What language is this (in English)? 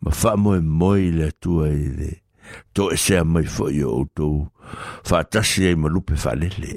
Samoan